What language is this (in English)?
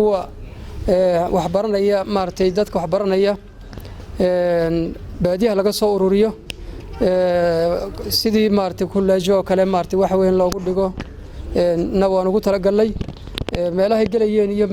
Somali